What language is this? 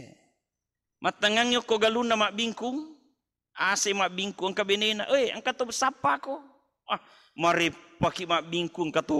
Buginese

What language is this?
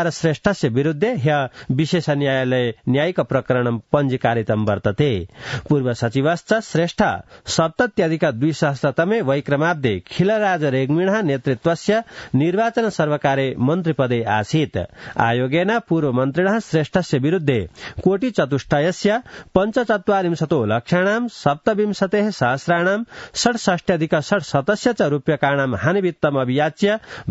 Sanskrit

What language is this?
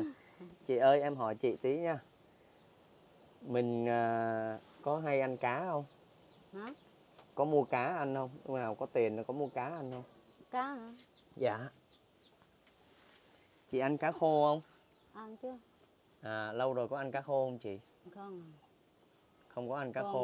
Vietnamese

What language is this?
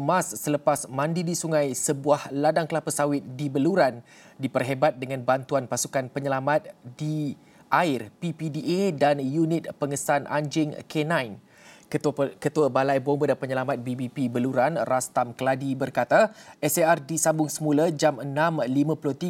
Malay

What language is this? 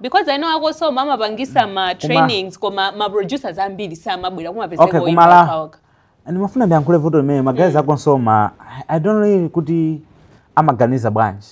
Nyanja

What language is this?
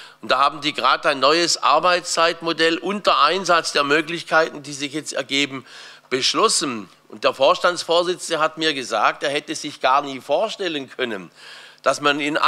German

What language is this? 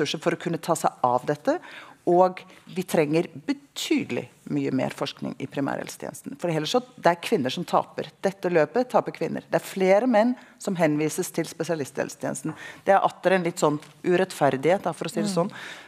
Norwegian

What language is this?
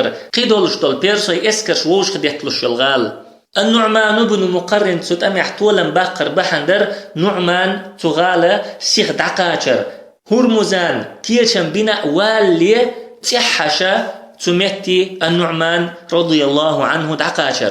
Chechen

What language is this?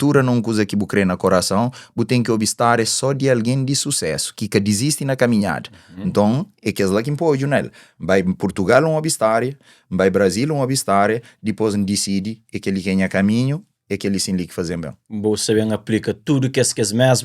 Kabuverdianu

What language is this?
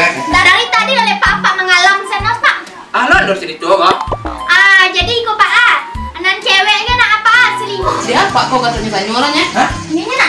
Minangkabau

